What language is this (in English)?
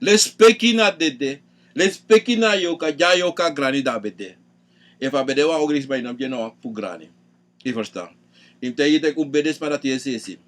Sranan Tongo